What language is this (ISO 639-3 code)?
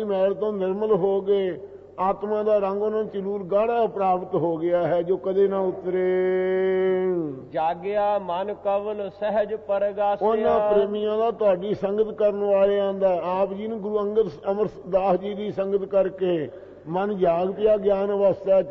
pan